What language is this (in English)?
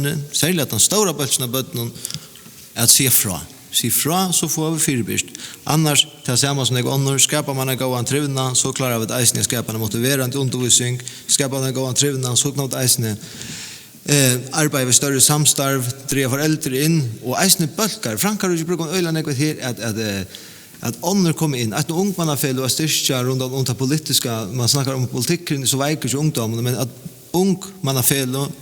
Faroese